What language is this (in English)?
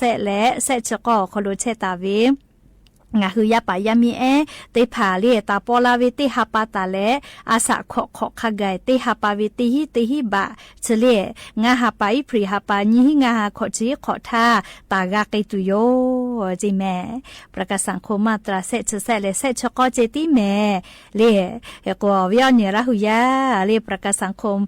Lahu